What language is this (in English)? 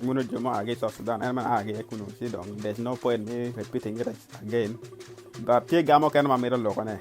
Acoli